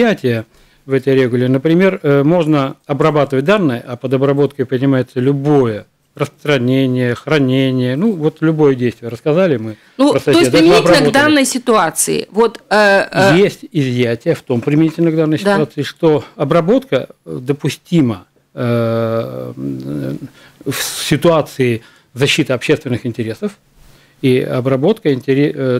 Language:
Russian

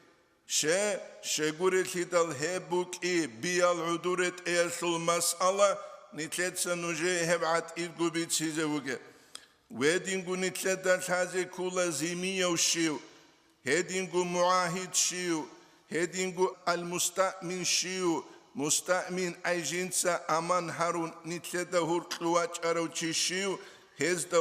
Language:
Avaric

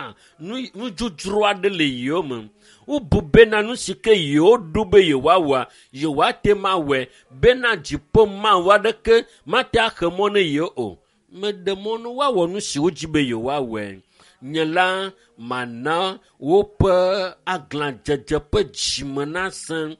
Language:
Ewe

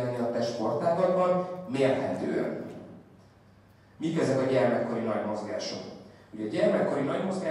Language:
Hungarian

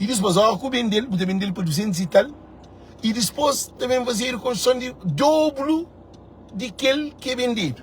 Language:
Kabuverdianu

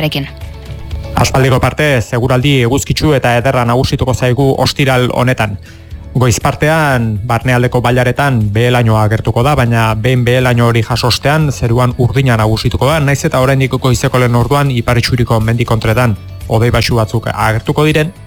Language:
Basque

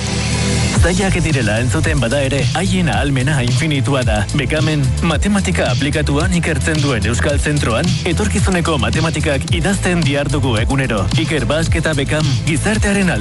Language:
Basque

